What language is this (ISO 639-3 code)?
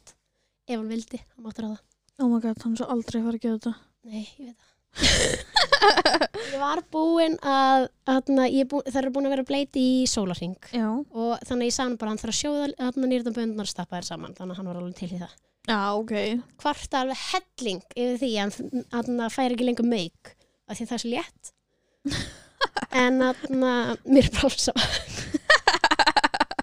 isl